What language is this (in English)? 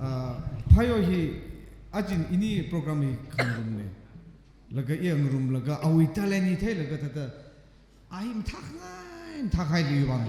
Tangkhul Naga (India)